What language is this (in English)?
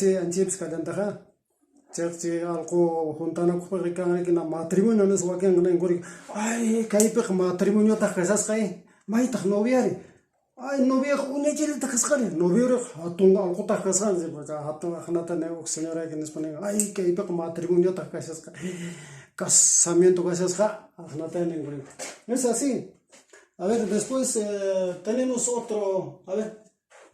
Quechua